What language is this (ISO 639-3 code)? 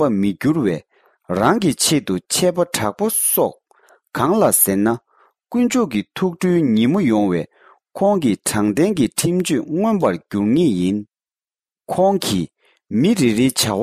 bod